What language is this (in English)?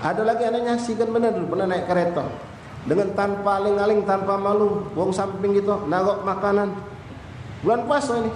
Musi